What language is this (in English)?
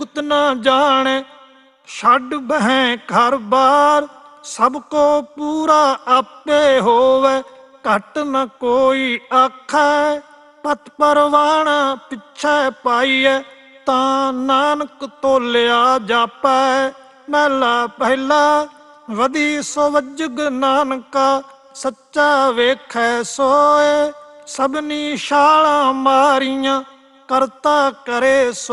Punjabi